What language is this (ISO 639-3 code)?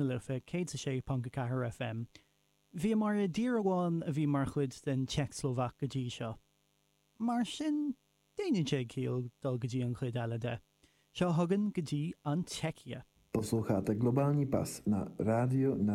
gle